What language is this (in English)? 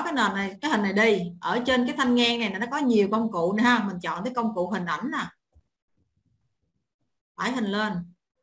Vietnamese